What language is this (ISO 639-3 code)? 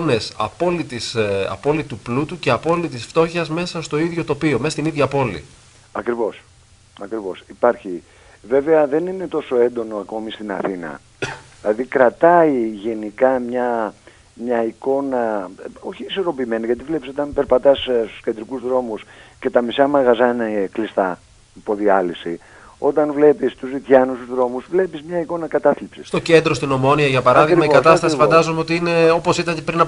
ell